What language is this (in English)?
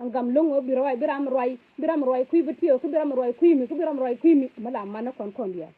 Nuer